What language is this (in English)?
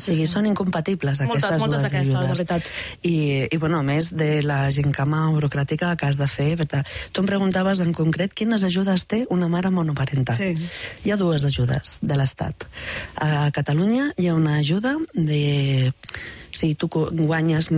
Catalan